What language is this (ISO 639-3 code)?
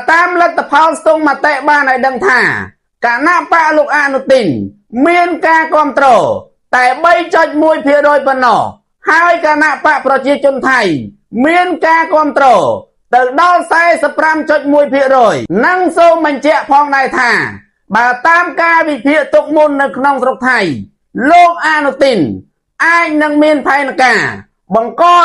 khm